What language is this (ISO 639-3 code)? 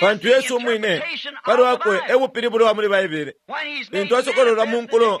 bem